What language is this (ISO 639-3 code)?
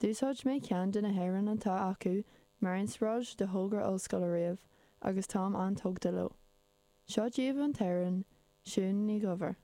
gle